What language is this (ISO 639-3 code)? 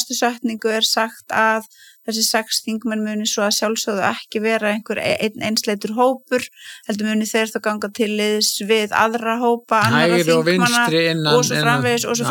isl